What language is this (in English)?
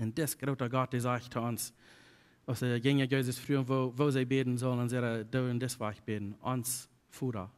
Plautdietsch